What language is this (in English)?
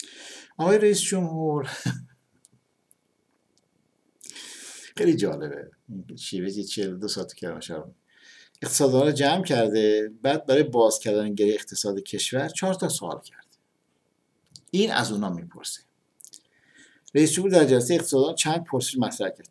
Persian